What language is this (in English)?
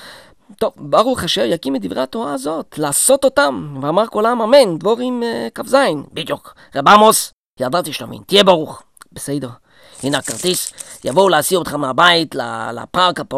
Hebrew